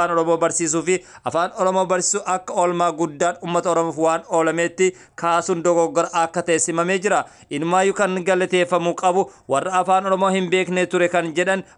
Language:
Oromo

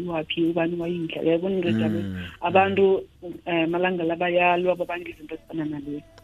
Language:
South Ndebele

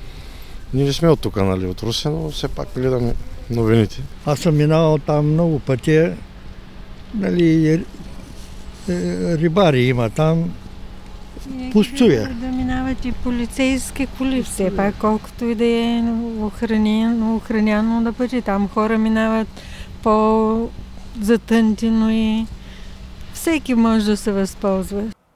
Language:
Bulgarian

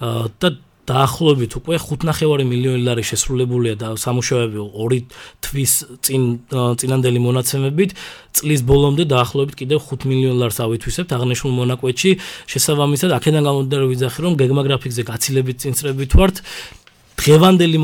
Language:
Georgian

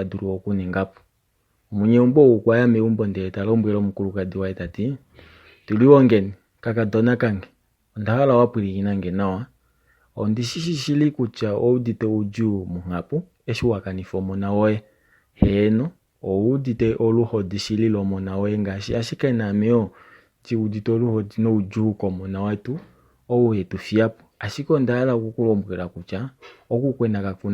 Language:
Kuanyama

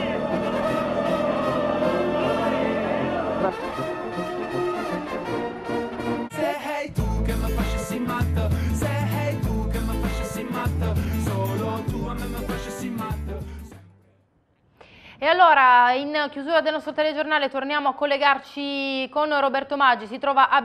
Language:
Italian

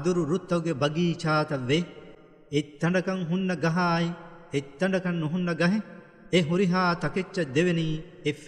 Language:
Divehi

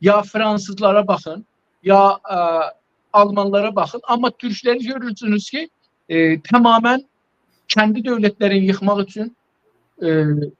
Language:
South Azerbaijani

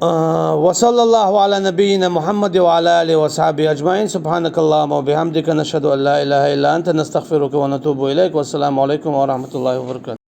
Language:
Chechen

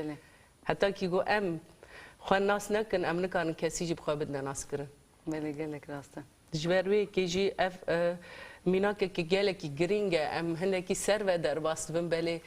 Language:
Kurdish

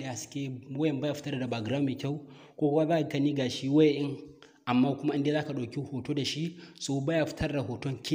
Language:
Hausa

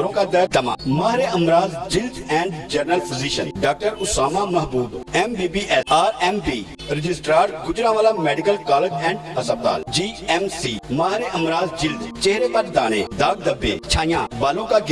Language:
Urdu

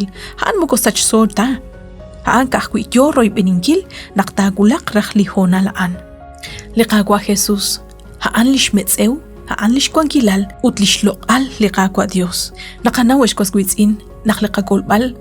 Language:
Kekchí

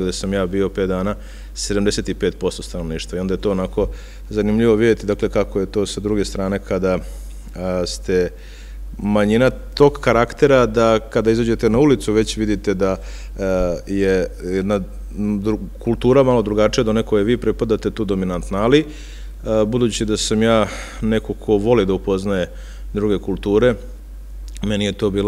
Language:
Serbian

